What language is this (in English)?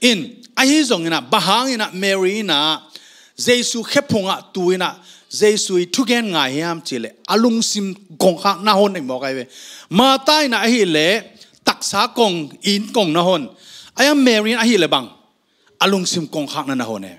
Tedim Chin